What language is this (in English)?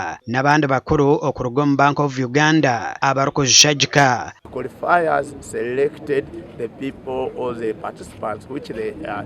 Nyankole